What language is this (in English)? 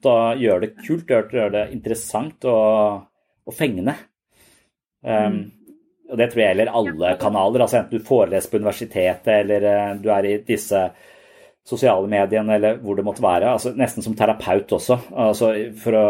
Norwegian